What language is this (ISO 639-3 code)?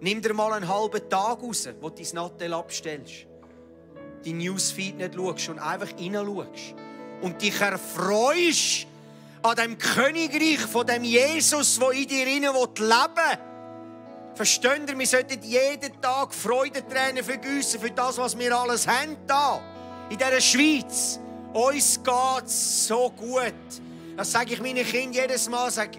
gsw